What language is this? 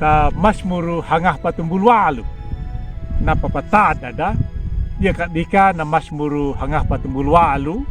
Anakalangu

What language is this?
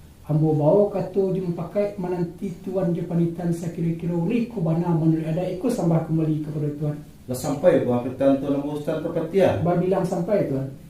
Minangkabau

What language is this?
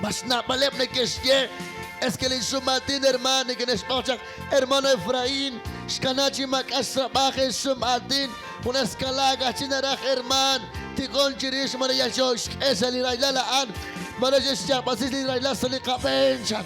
Kekchí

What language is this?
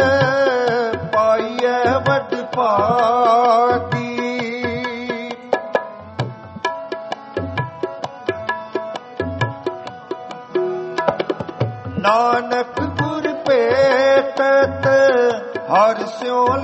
Punjabi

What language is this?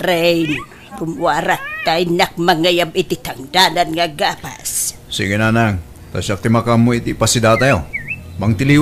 Iloko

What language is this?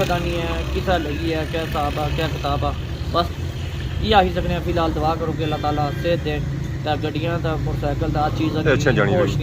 Pahari-Potwari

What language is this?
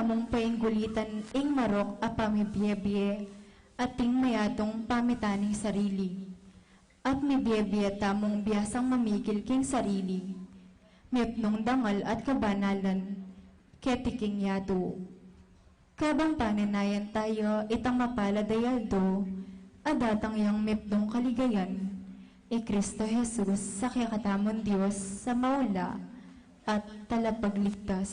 Pampanga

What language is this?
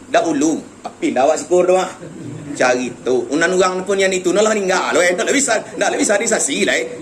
Minangkabau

